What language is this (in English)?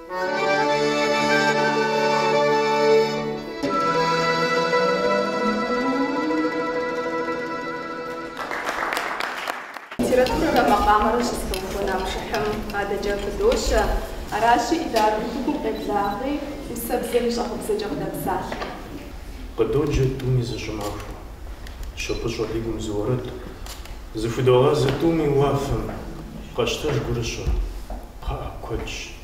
Kabardian